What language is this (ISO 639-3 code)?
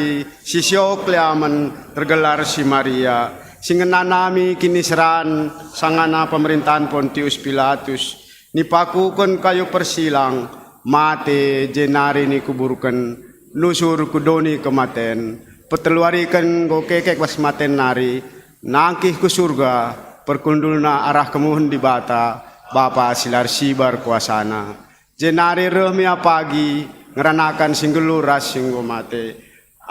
btx